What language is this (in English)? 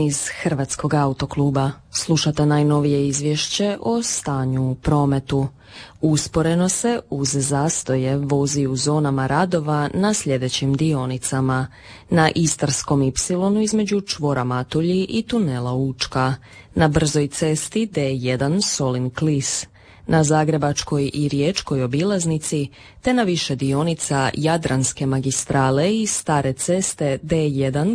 Croatian